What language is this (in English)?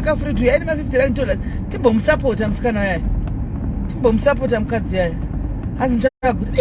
Shona